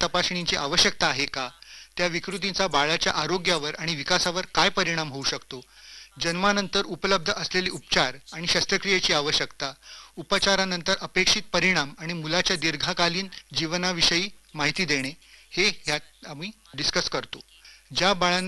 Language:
Marathi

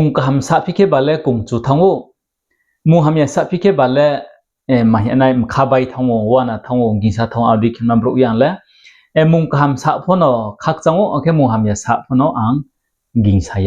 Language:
Riang (India)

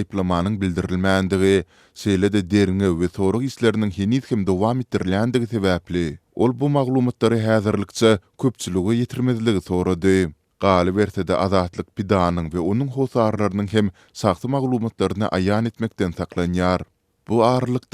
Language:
Turkmen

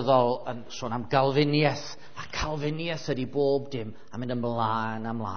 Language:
Welsh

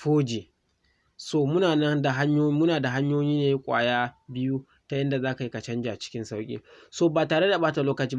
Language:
Hausa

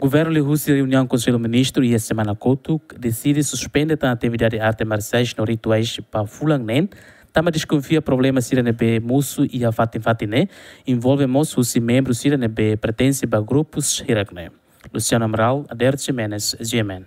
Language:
Tetum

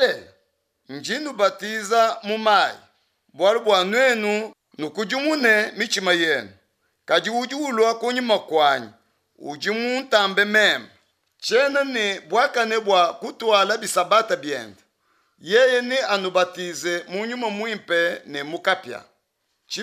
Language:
Luba-Lulua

